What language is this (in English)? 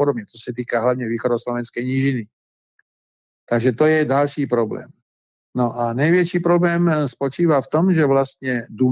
Czech